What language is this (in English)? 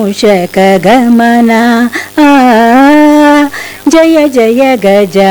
Kannada